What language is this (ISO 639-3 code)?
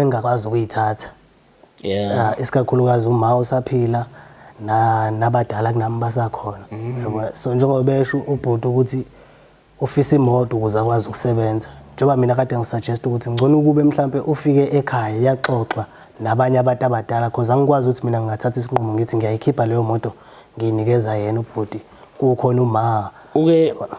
zul